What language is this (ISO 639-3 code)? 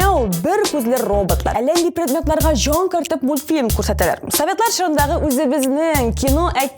tat